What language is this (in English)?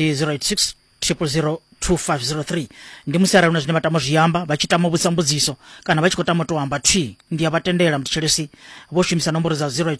Venda